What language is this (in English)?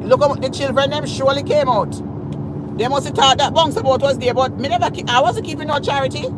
Jamaican Creole English